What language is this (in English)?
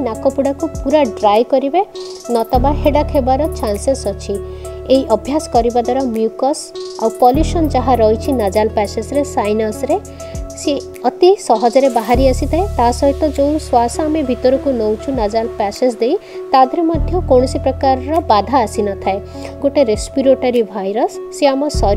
Odia